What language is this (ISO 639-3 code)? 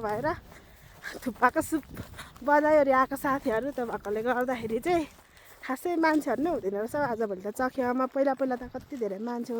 nep